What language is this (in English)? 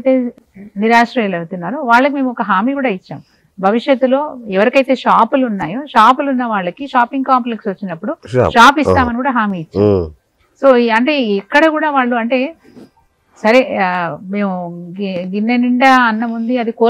Telugu